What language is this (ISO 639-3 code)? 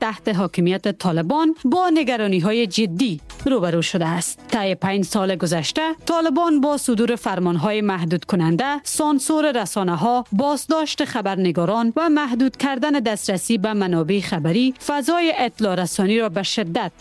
fas